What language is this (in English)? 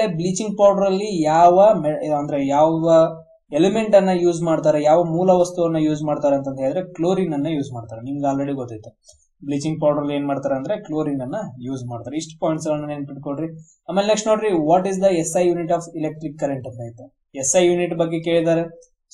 Kannada